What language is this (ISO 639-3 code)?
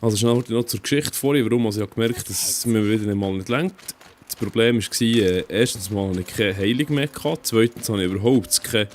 gsw